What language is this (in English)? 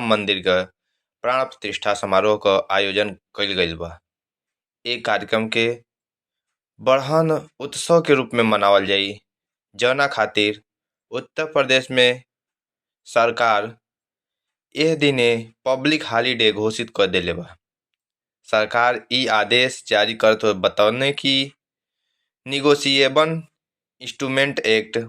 Bhojpuri